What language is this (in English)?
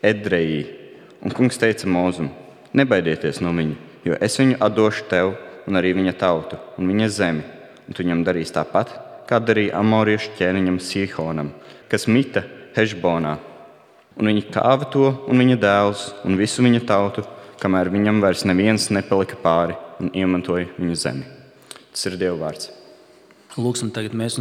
Latvian